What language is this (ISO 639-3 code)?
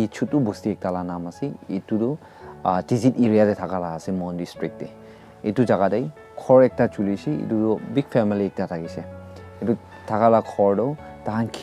nag